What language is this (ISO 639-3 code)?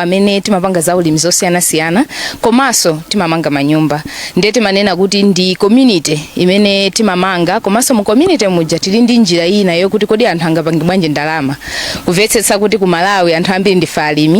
nya